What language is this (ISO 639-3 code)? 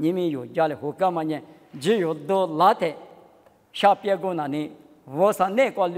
lis